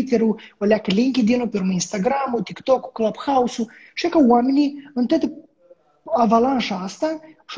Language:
Romanian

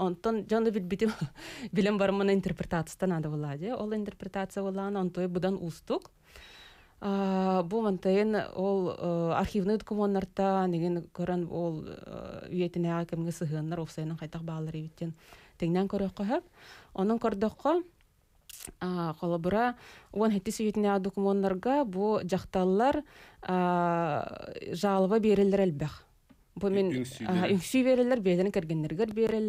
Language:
Yakut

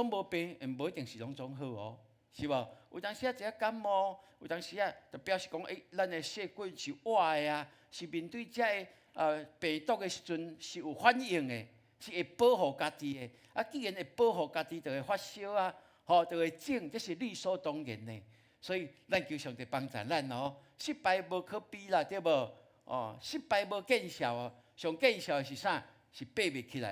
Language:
Min Nan Chinese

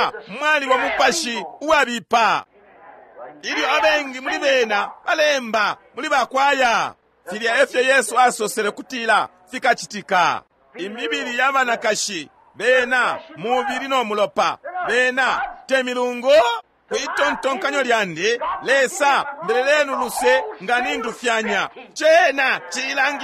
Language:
Bemba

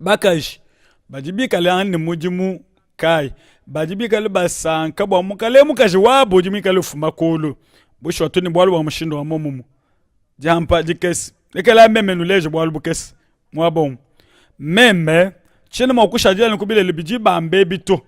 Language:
Luba-Lulua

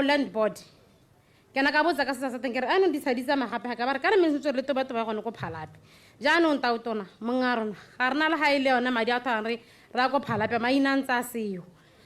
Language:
Tswana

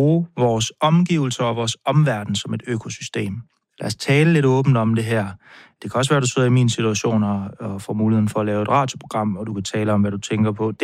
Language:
Danish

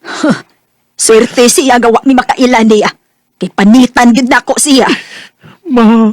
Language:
Cebuano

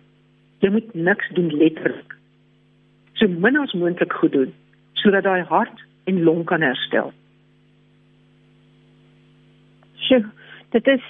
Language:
Afrikaans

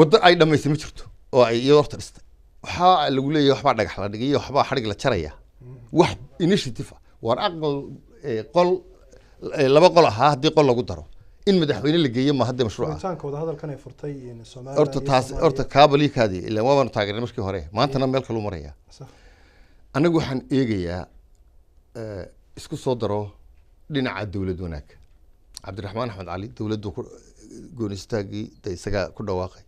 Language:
Somali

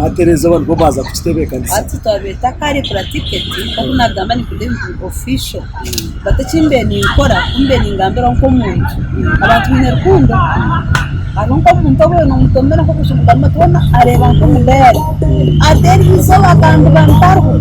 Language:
Nyankole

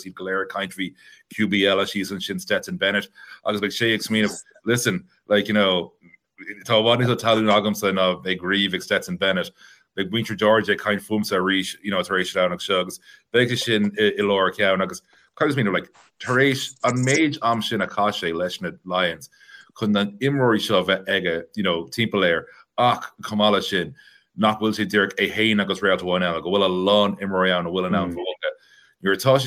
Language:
Irish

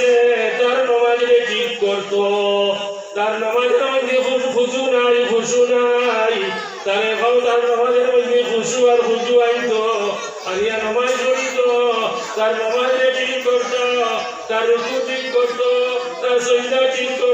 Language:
Sylheti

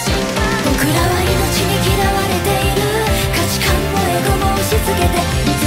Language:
Japanese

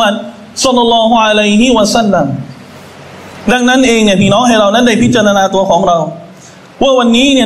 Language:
Thai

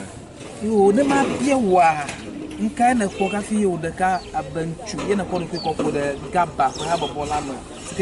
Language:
Ewe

